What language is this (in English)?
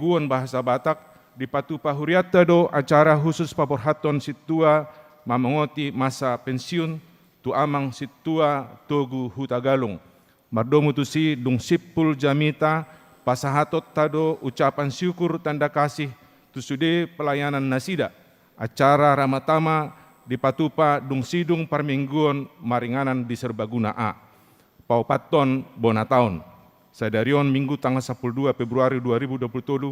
Batak Toba